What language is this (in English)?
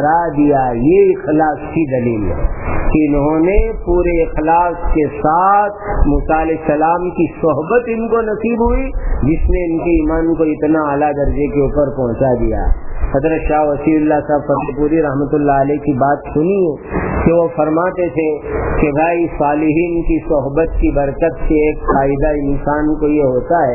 Urdu